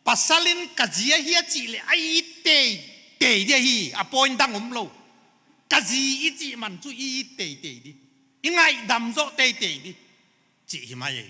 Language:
Paite Chin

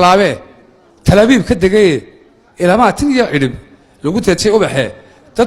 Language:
Somali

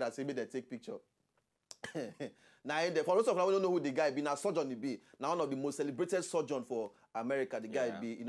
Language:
Nigerian Pidgin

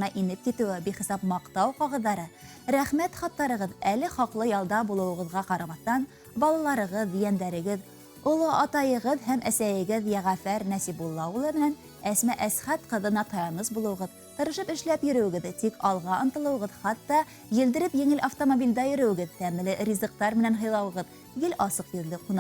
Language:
Bashkir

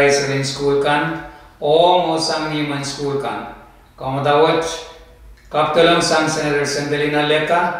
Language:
Pohnpeian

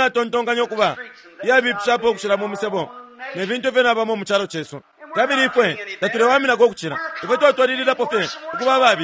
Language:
Bemba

